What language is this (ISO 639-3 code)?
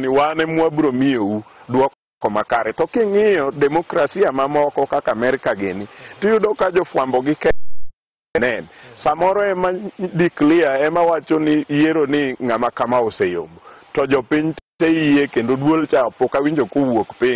luo